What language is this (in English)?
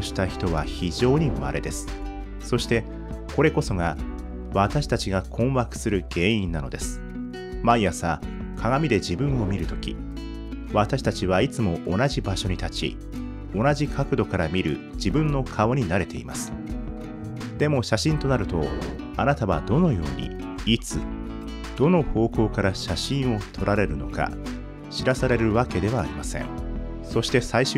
Japanese